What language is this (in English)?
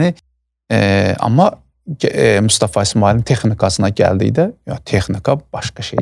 Azerbaijani